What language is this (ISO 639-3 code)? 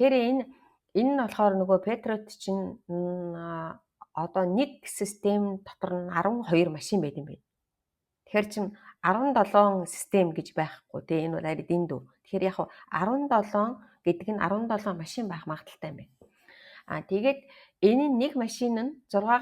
mon